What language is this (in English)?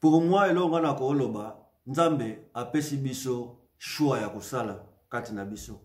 Lingala